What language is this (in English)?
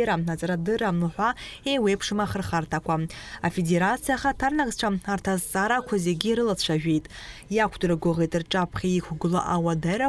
Abkhazian